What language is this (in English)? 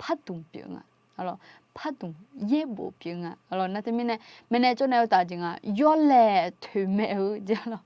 Akha